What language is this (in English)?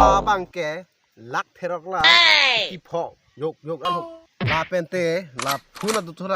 Karbi